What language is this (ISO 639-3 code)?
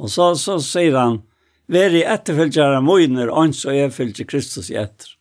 fao